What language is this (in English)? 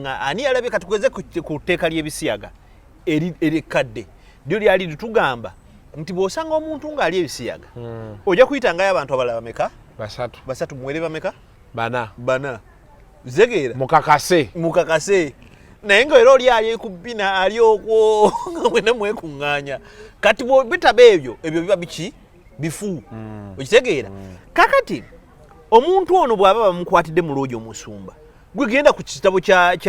Ganda